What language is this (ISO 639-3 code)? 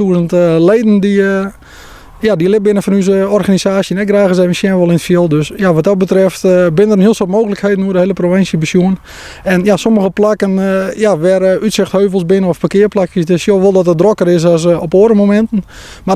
fry